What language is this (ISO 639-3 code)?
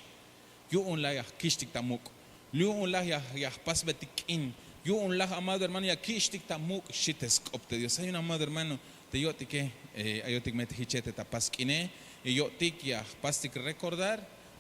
tzh